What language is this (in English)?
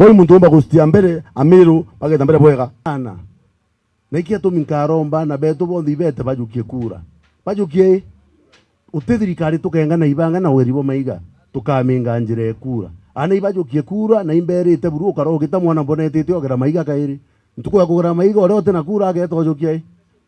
Meru